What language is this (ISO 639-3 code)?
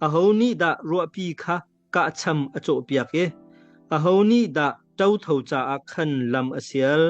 cnh